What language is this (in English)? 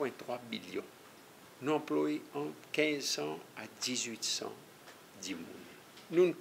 Seselwa Creole French